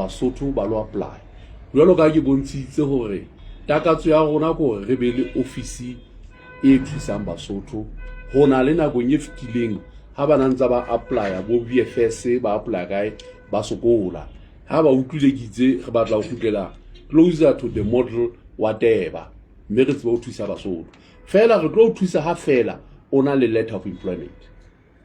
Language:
Southern Sotho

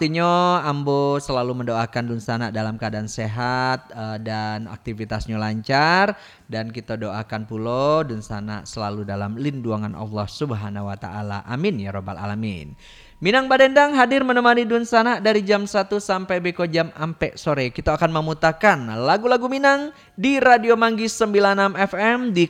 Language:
Minangkabau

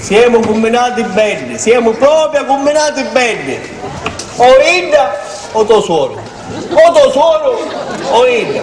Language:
Sicilian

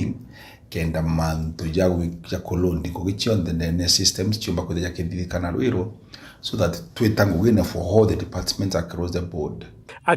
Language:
Meru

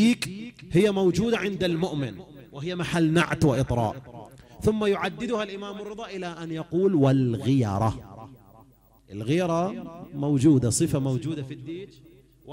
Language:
Arabic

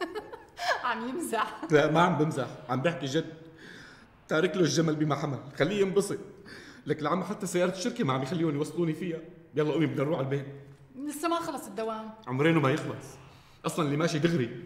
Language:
North Levantine Arabic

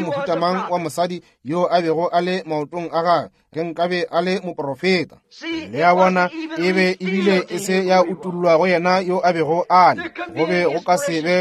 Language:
Northern Sotho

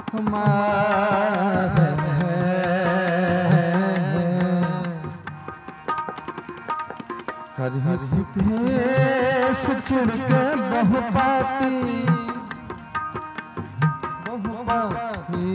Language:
Hindi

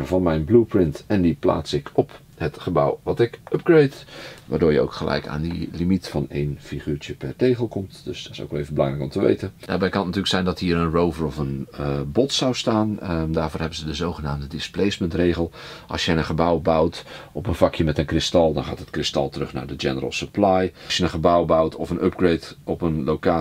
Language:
Dutch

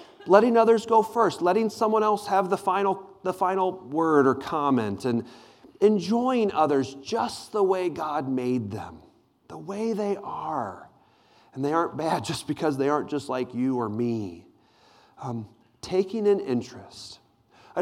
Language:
English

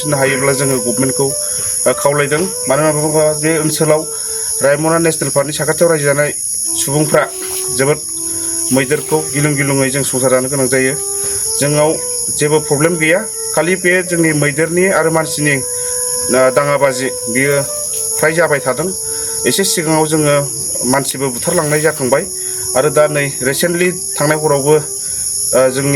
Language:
Bodo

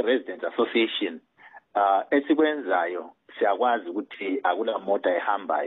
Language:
North Ndebele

